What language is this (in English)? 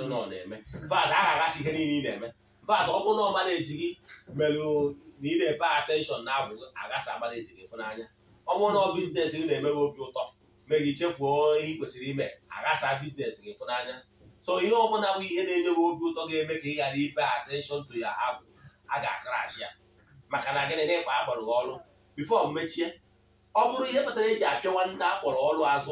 Igbo